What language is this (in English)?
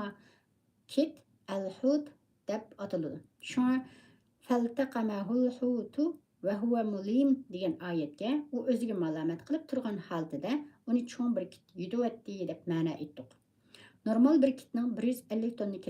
Uyghur